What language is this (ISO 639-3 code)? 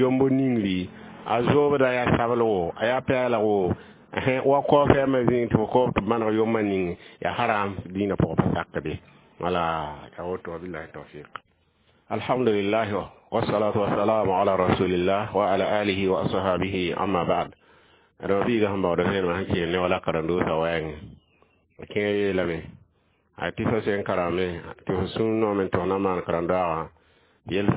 mos